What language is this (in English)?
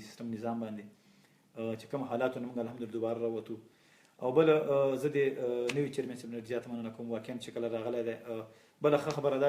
Pashto